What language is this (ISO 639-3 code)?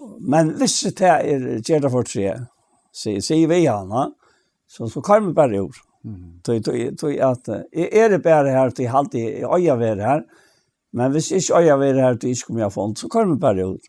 fao